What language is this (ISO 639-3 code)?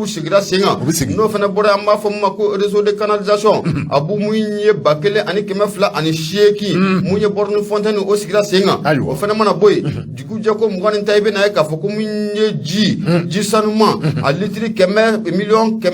bam